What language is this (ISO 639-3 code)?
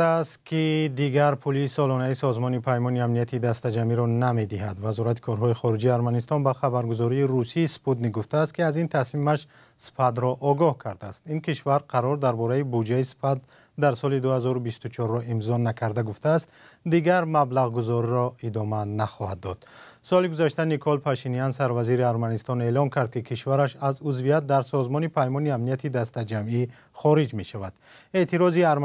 tgk